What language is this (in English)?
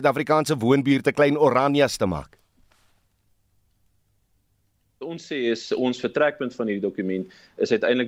Afrikaans